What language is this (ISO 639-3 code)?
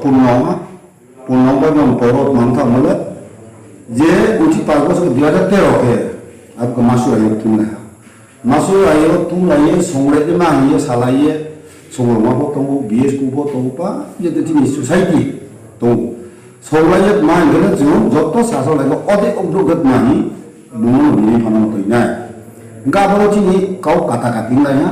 ria